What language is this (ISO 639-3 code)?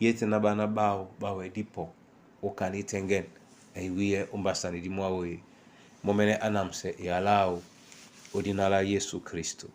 dua